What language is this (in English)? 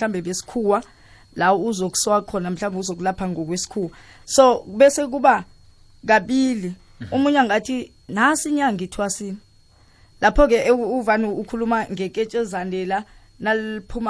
South Ndebele